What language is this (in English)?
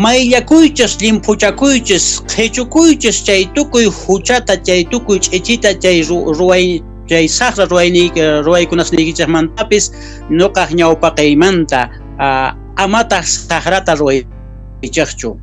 South Bolivian Quechua